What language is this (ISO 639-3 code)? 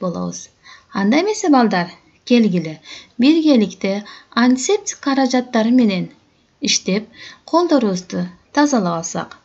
kir